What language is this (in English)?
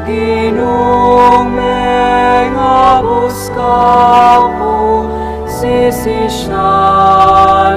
Pampanga